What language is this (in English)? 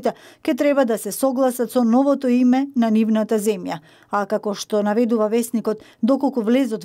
Macedonian